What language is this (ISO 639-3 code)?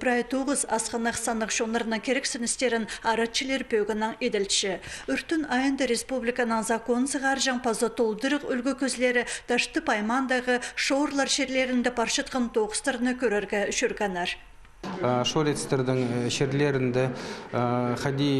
kjh